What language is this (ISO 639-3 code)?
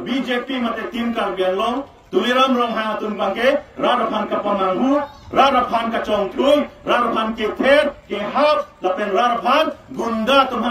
mjw